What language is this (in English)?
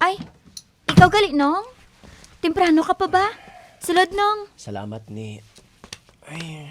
Hiligaynon